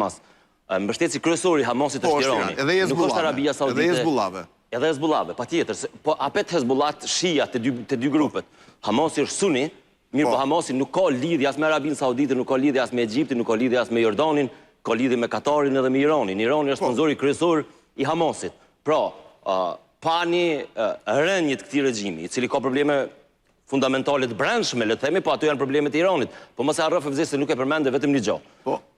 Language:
Albanian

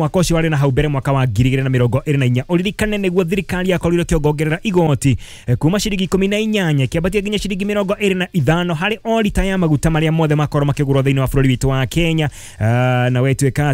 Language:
Kikuyu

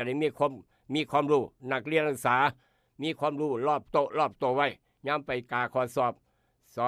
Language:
Northeastern Thai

